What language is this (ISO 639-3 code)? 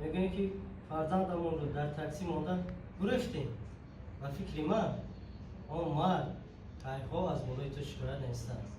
tgk